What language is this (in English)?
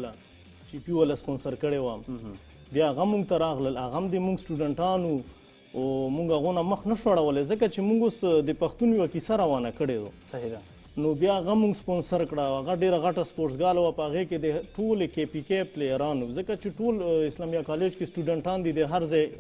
Pashto